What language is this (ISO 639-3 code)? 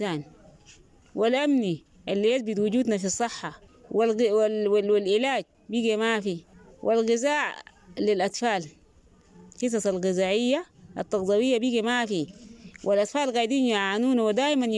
apd